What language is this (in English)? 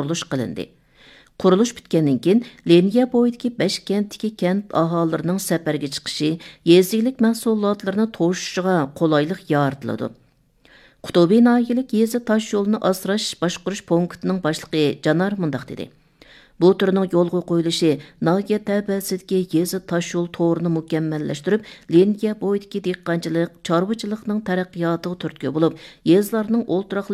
Uyghur